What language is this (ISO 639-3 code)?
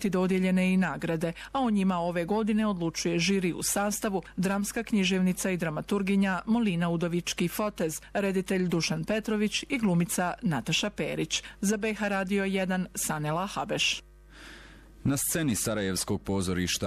bos